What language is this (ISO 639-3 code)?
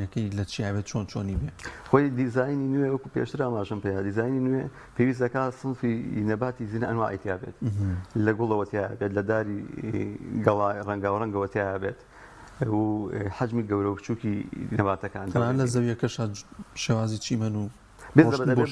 ckb